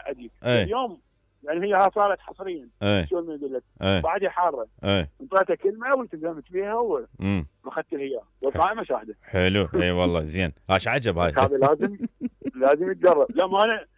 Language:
Mesopotamian Arabic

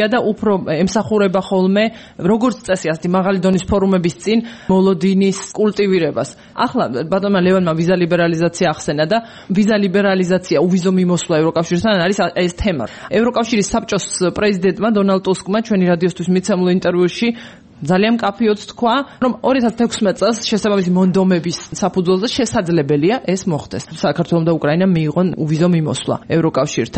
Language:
Georgian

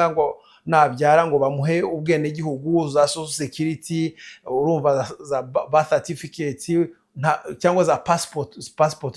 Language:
Kinyarwanda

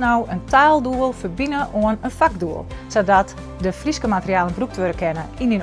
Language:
Western Frisian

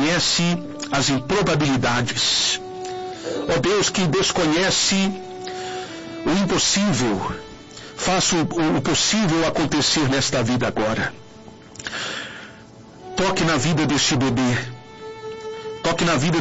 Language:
Portuguese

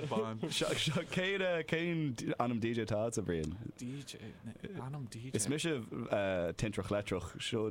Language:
Irish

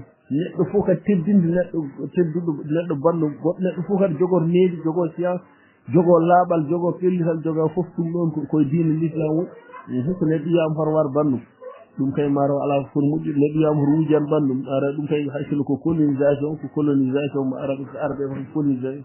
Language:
Fula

